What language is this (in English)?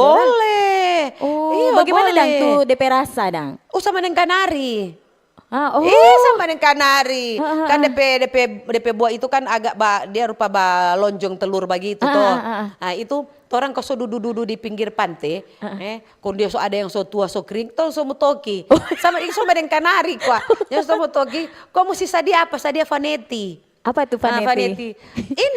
Manado Malay